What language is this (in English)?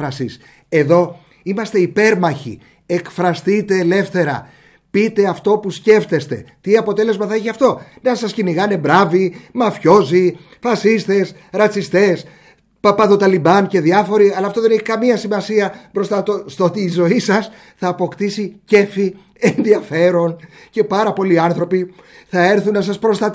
Greek